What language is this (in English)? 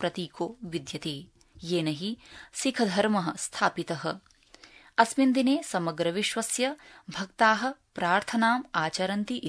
Sanskrit